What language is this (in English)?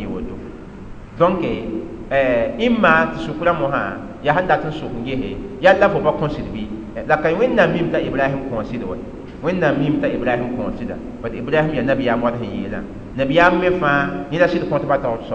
Mossi